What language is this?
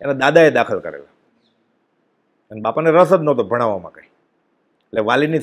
Gujarati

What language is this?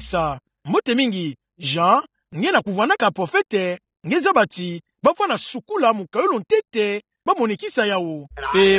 Kituba (Democratic Republic of Congo)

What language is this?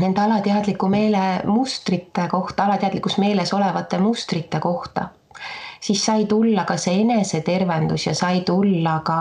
Estonian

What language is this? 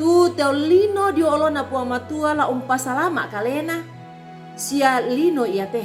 Toraja-Sa'dan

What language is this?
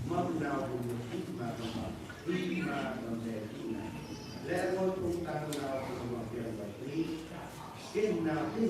Central Mnong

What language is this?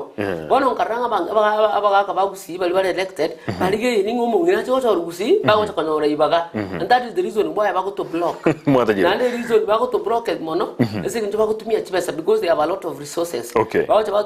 Gusii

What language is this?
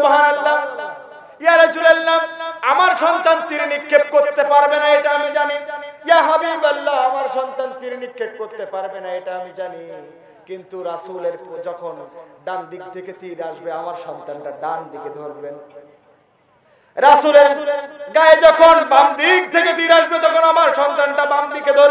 Bangla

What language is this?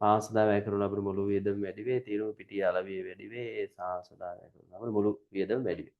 Sinhala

